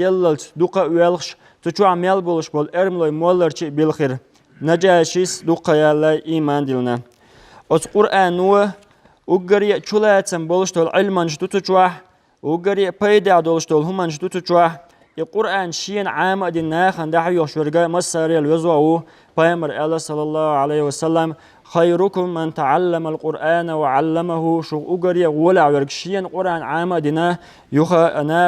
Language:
Chechen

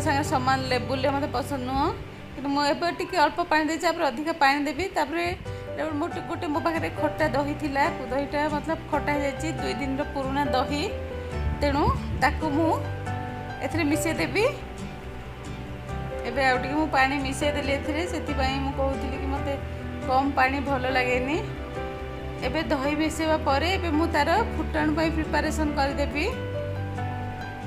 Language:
Odia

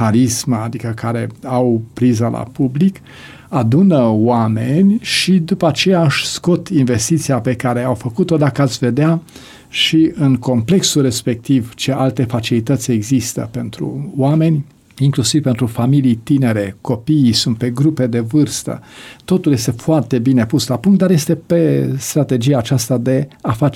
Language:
Romanian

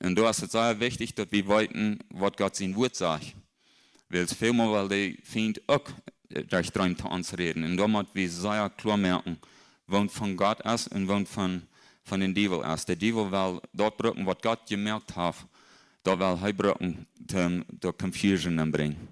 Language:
Plautdietsch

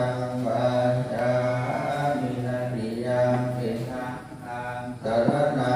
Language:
Pali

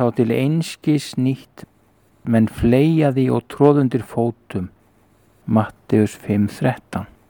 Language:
Icelandic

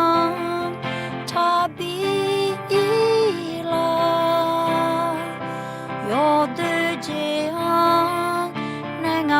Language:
Akha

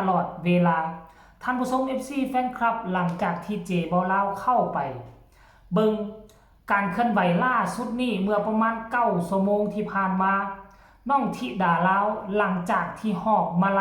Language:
Northeastern Thai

